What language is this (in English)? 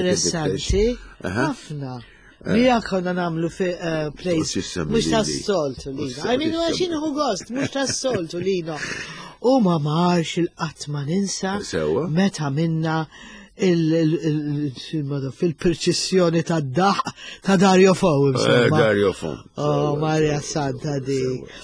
Maltese